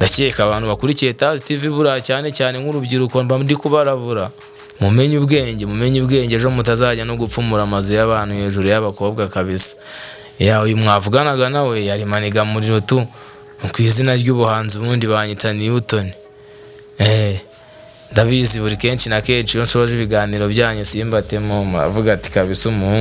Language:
Kinyarwanda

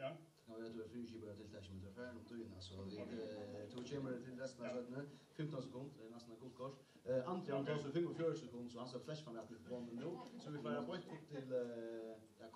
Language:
Faroese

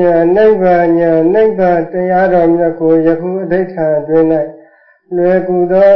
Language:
Burmese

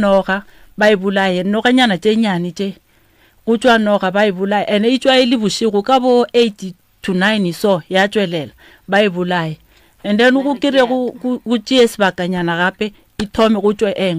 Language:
Northern Sotho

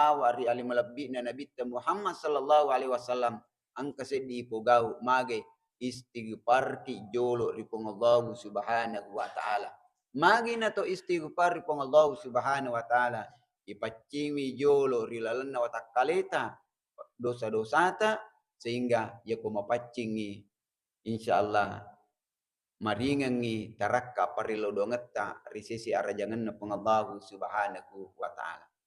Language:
Buginese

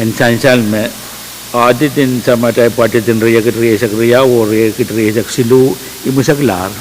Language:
Pohnpeian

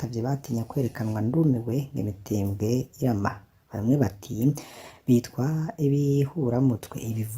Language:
Rundi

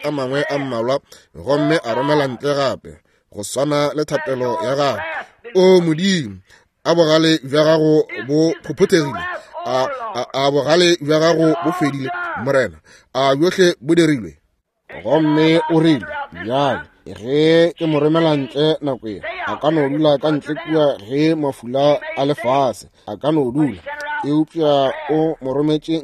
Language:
Northern Sotho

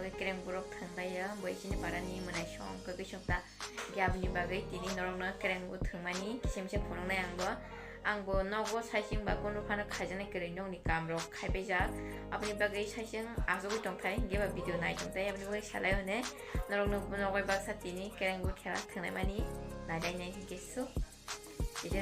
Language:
Kok Borok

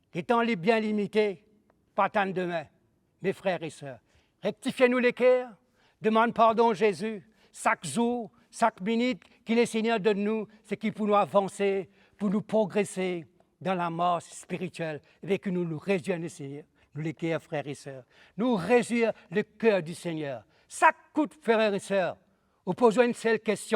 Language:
Morisyen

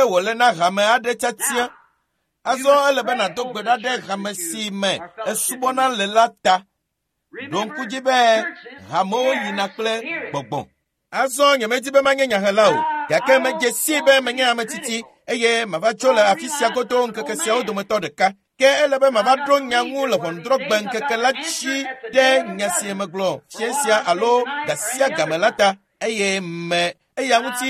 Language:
Ewe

